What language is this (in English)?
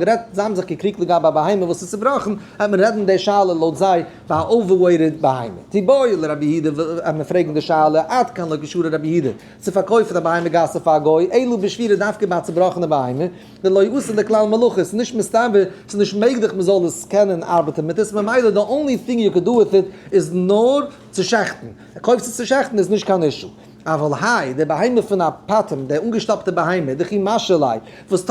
Yiddish